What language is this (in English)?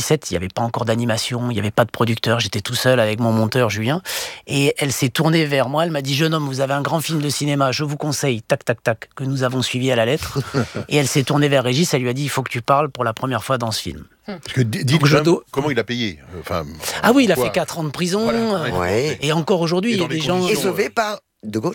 French